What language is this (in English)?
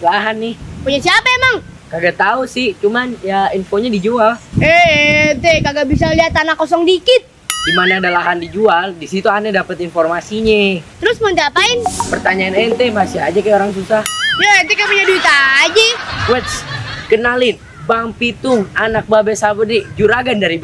Betawi